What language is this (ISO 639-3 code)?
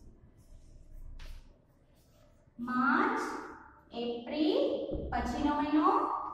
guj